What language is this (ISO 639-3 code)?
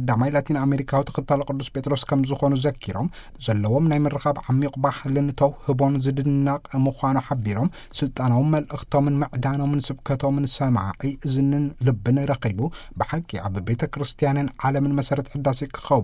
tir